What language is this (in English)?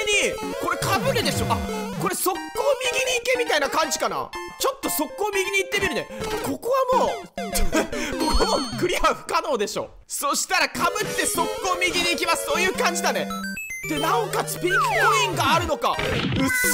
Japanese